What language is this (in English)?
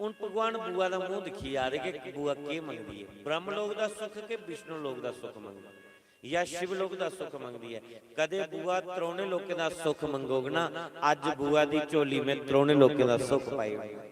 Dogri